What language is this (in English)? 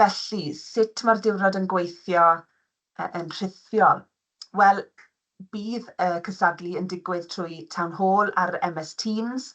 Welsh